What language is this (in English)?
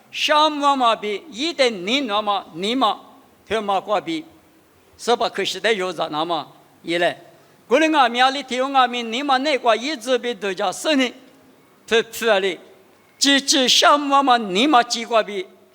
Lisu